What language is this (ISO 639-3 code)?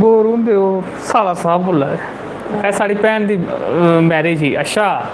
doi